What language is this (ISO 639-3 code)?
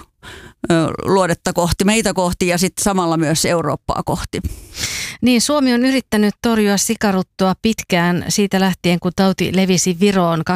fin